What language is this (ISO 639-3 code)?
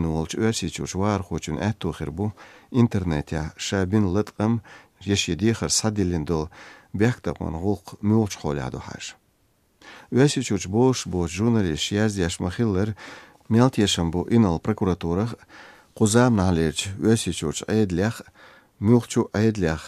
che